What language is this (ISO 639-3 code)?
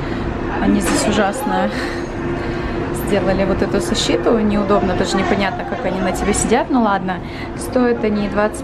rus